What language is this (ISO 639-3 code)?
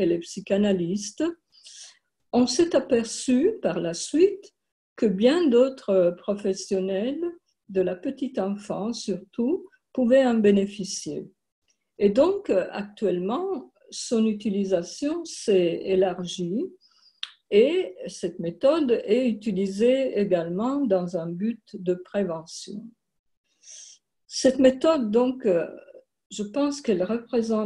fra